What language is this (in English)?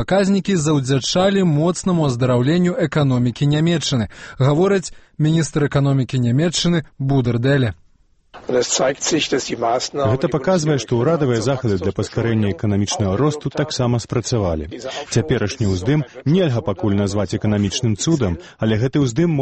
Belarusian